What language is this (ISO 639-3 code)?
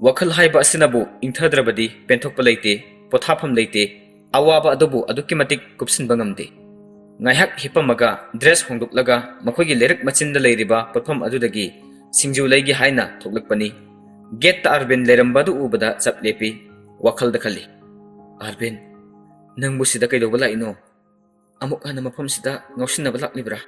mni